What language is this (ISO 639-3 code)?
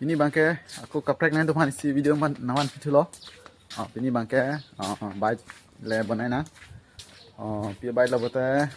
mjw